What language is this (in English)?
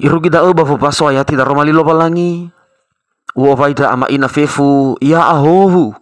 Nias